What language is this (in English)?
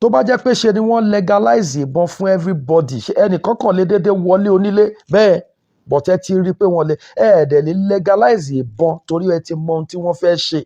Yoruba